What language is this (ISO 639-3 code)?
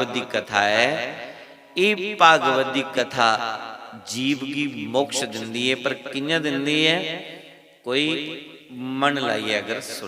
doi